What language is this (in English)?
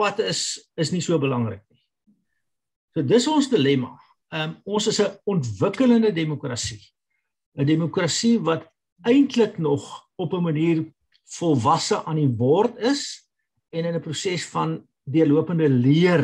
Afrikaans